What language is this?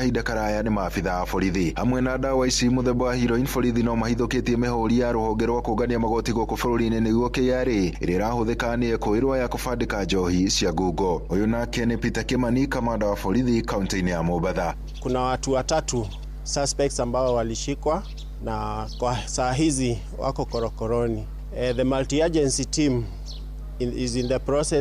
Kikuyu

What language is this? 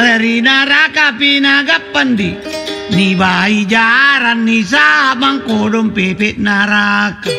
Makasar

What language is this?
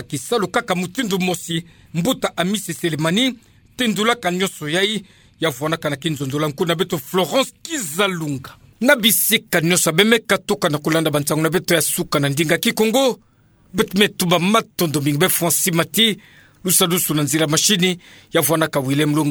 Kituba (Democratic Republic of Congo)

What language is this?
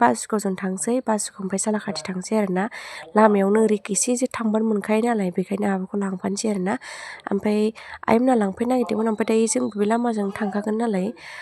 Bodo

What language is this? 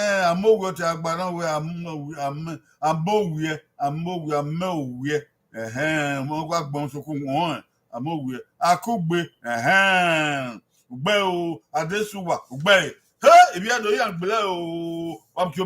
Bini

